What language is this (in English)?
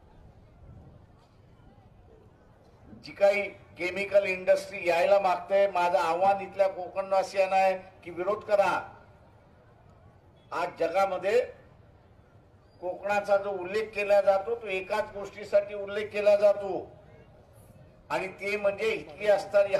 Marathi